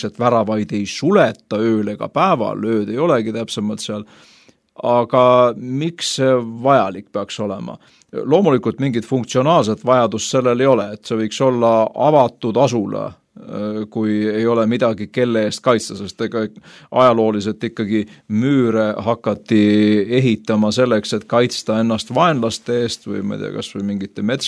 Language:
Estonian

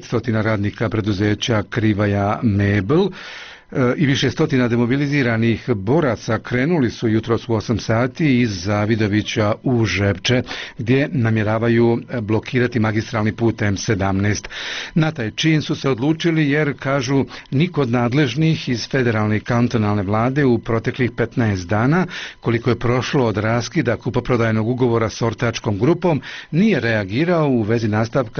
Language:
Bosnian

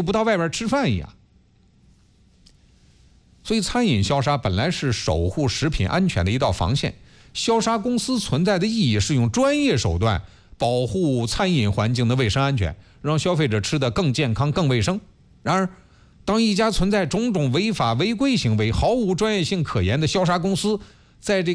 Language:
Chinese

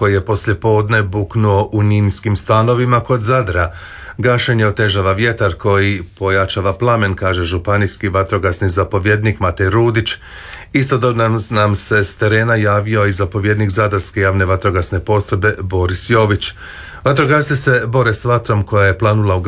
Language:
Croatian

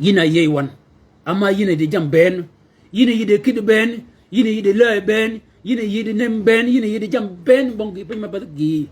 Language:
Shilluk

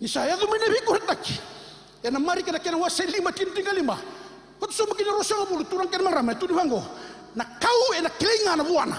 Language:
Fijian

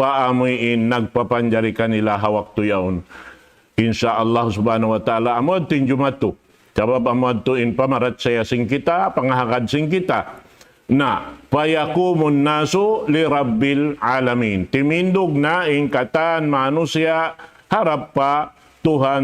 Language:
Tausug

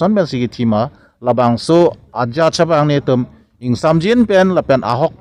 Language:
Karbi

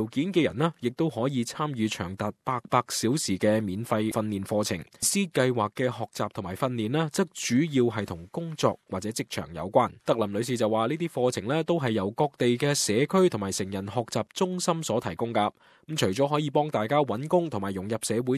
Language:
Cantonese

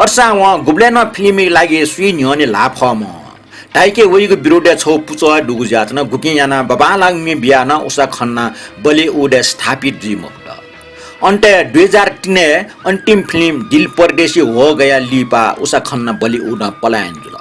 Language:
Newari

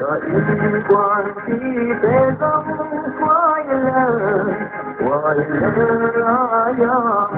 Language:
Paite Chin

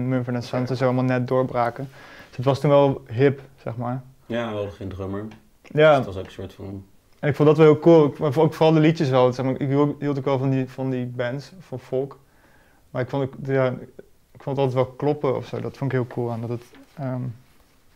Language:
Dutch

